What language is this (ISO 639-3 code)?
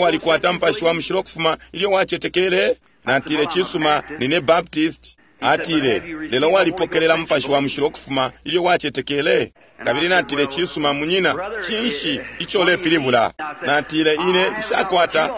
bem